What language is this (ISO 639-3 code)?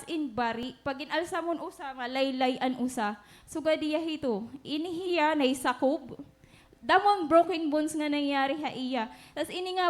war